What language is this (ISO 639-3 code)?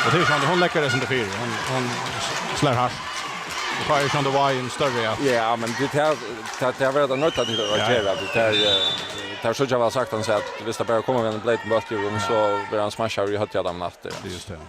fao